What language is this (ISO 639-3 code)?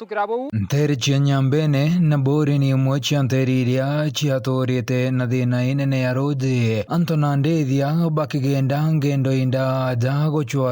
mer